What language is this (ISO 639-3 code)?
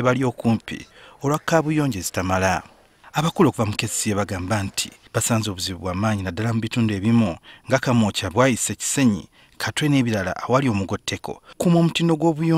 lug